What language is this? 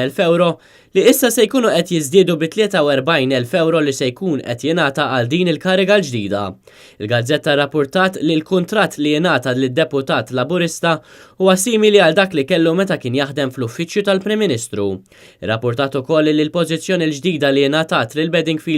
Maltese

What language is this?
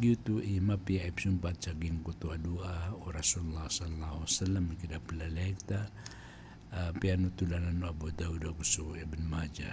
Maranao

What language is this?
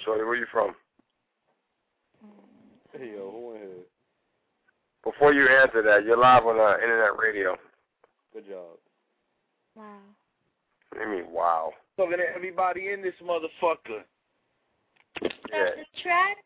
English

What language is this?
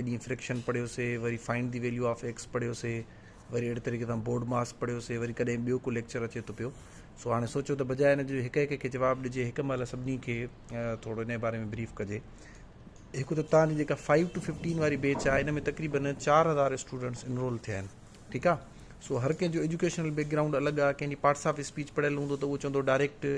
Sindhi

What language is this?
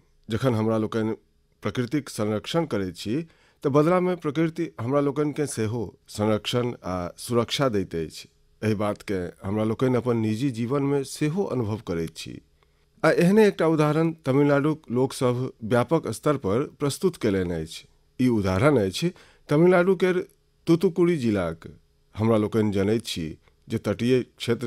Maithili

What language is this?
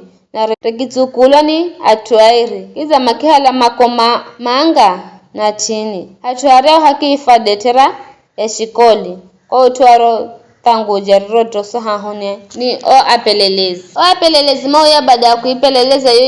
Giryama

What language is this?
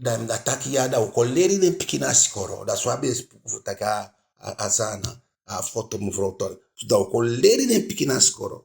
Eastern Maroon Creole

